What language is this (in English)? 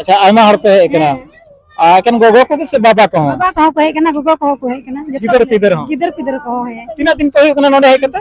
Santali